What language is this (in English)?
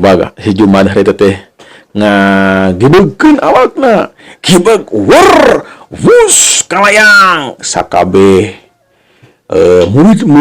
Sundanese